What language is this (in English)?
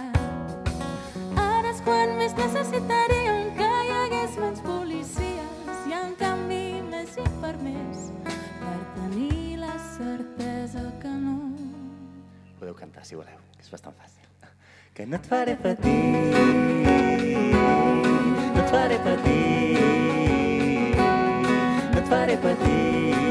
Catalan